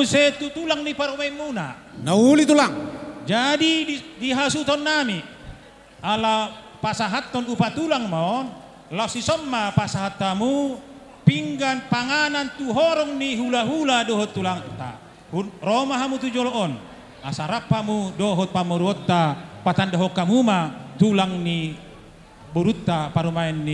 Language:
Batak Toba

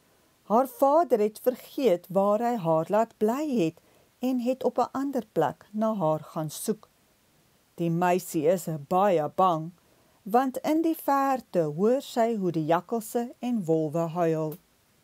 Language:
Afrikaans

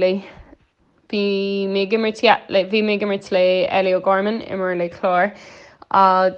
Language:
Irish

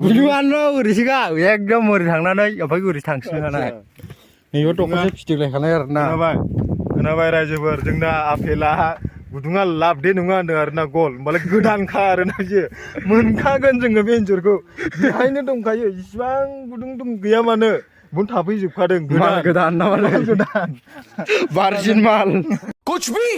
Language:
Bodo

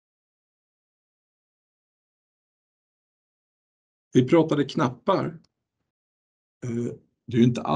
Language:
Swedish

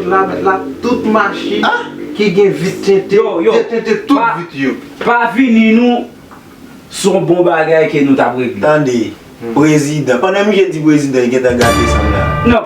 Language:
Haitian Creole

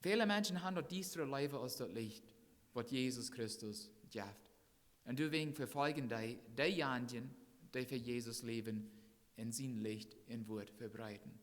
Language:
Plautdietsch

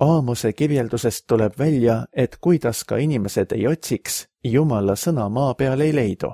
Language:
Estonian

